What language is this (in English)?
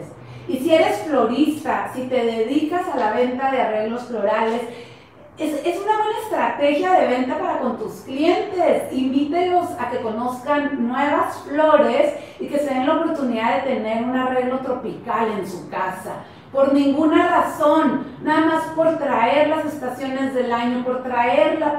Spanish